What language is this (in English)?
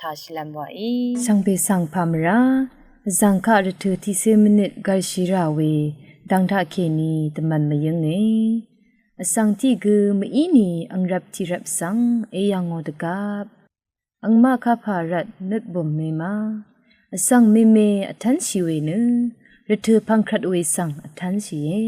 Rawang